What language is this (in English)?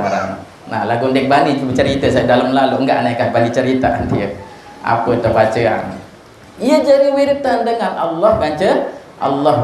Sasak